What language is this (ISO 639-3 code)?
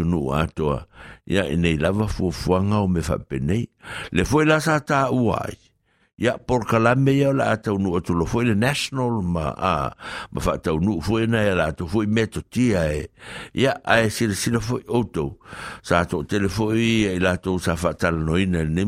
smo